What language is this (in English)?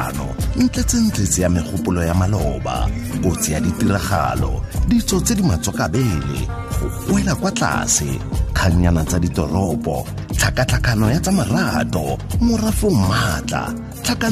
Tswana